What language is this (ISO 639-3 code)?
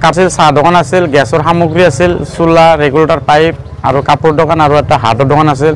asm